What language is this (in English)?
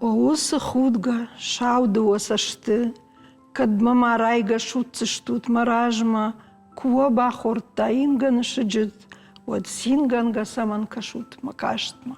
Ossetic